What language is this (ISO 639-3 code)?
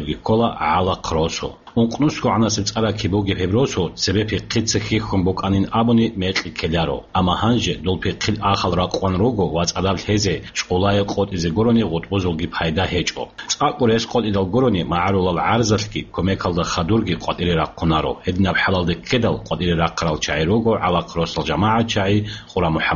ava